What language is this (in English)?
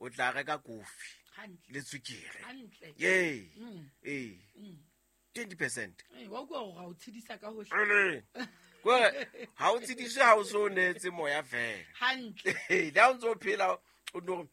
Southern Sotho